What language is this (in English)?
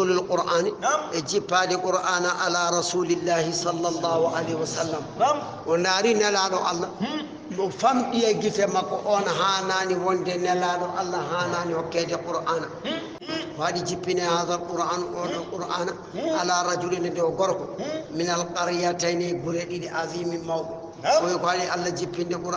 Fula